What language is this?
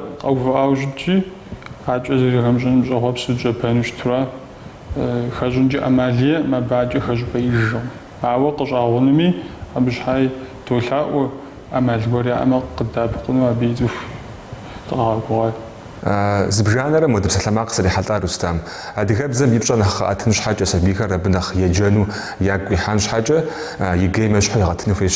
Kabardian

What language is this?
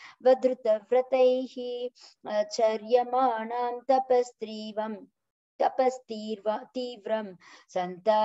Sanskrit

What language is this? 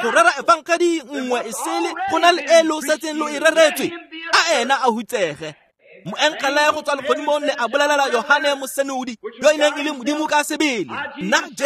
Tswana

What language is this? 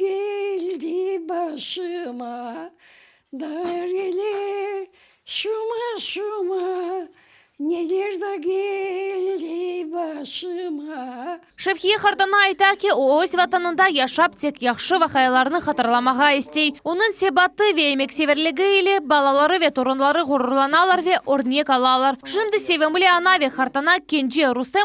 Crimean Tatar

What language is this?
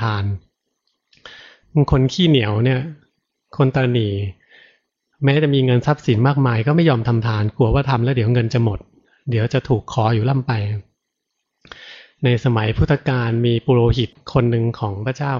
Thai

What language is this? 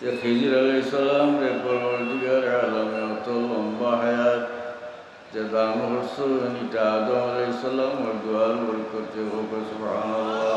Sylheti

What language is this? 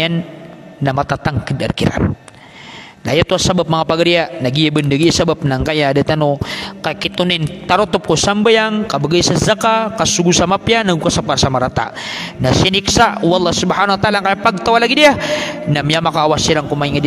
Maranao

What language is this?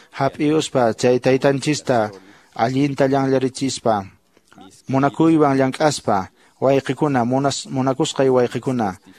Quechua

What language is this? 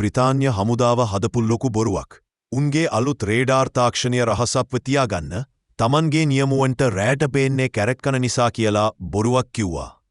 Sinhala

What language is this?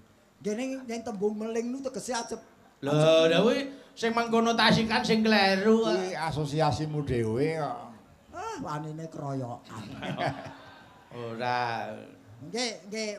Javanese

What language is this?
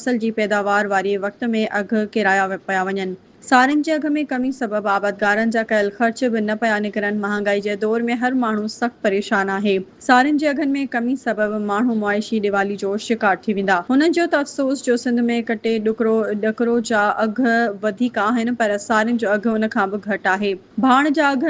Sindhi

